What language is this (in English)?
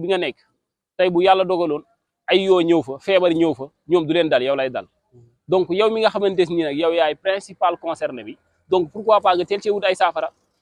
Wolof